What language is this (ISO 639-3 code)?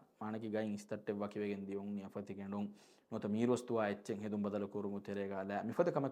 div